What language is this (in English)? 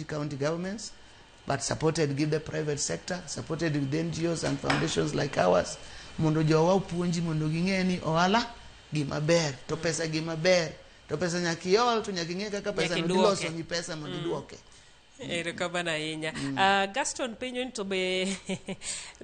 Luo (Kenya and Tanzania)